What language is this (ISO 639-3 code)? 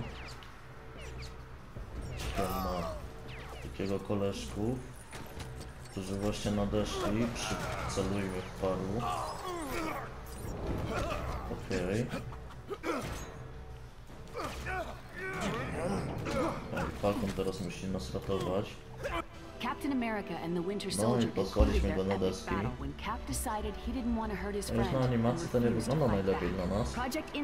pol